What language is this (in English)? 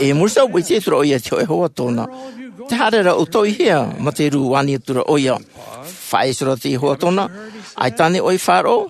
Tahitian